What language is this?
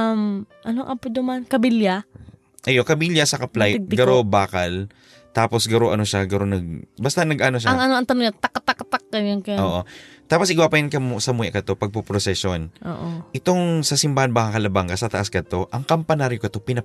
Bikol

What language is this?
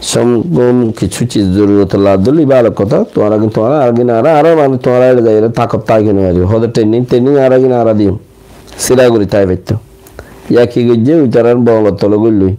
Rohingya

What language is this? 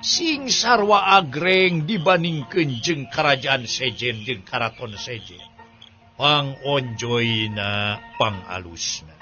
Sundanese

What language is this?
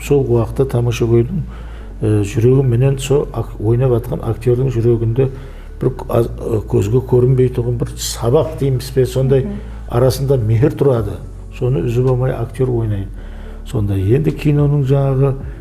Kara-Kalpak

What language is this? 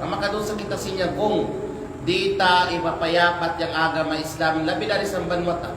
Kalagan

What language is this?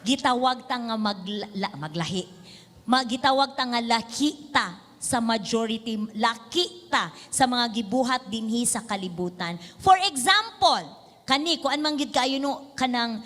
Cebuano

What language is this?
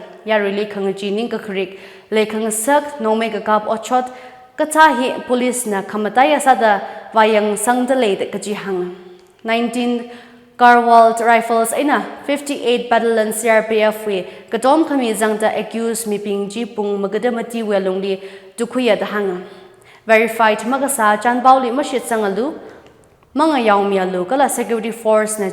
Tangkhul Naga (India)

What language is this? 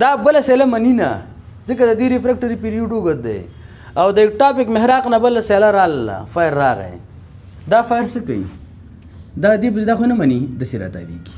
Pashto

